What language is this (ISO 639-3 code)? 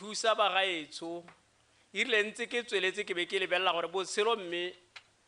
tsn